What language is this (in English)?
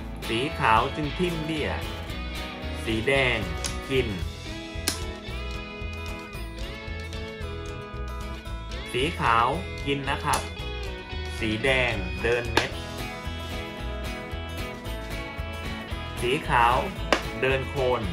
Thai